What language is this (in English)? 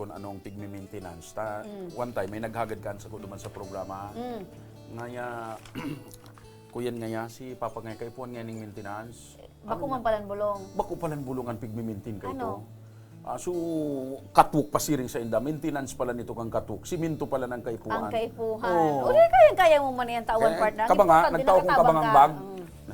Bikol